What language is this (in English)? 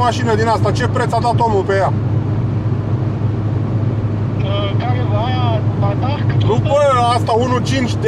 Romanian